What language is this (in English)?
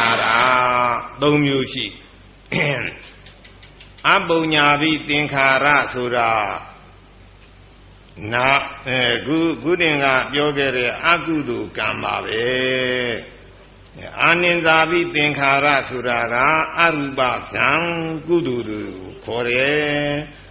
Burmese